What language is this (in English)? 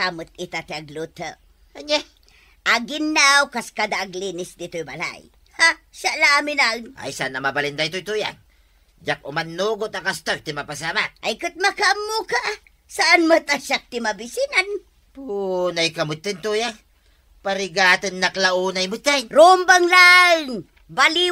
Iloko